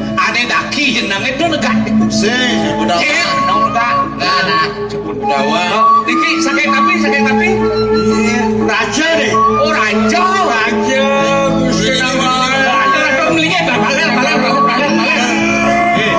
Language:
Balinese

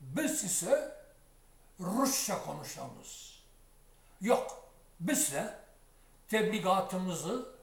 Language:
Crimean Tatar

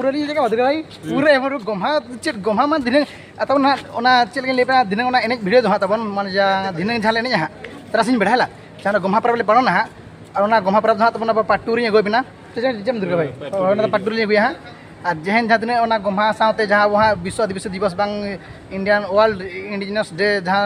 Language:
Santali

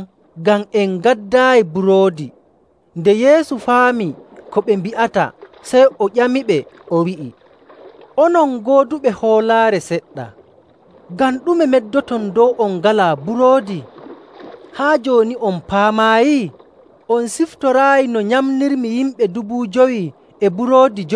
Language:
Nigerian Fulfulde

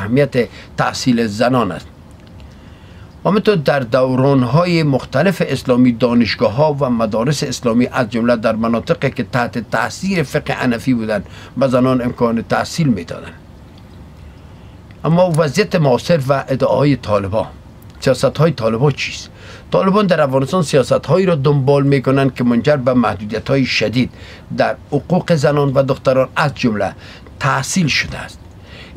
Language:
Persian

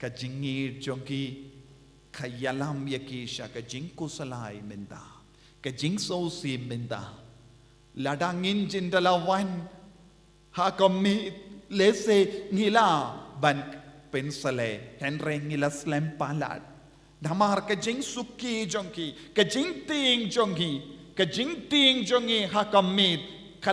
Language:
Khasi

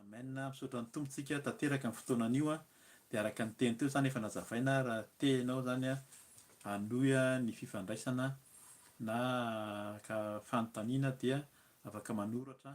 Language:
Malagasy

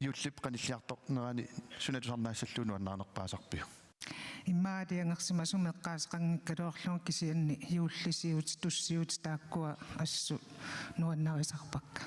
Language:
Kalaallisut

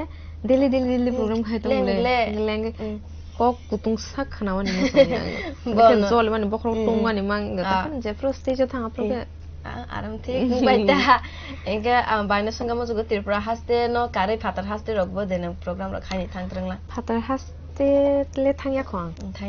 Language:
Kok Borok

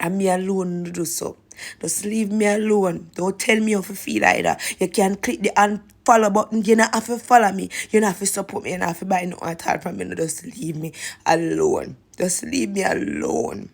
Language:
Jamaican Creole English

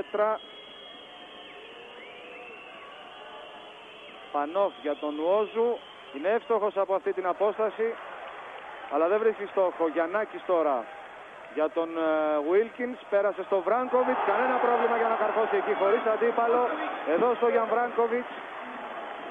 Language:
Greek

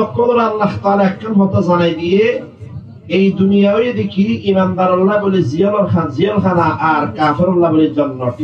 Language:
Rohingya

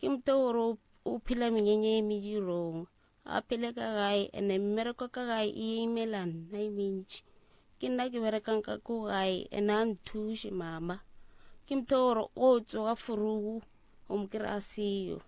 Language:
Northern Sotho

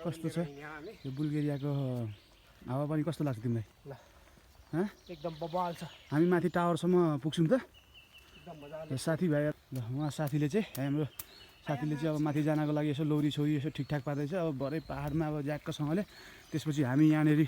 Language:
Nepali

